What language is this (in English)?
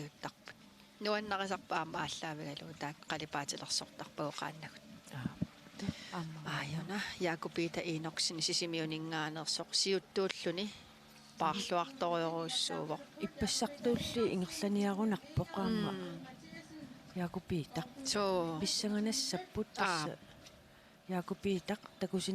Kalaallisut